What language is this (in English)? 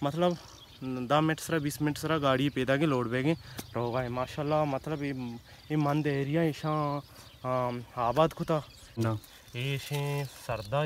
Baluchi